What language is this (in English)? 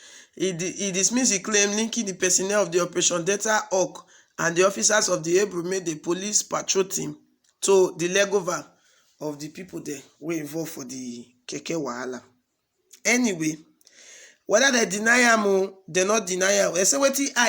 Nigerian Pidgin